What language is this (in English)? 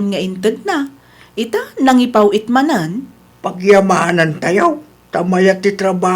Iloko